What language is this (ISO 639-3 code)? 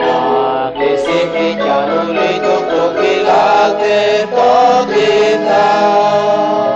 kek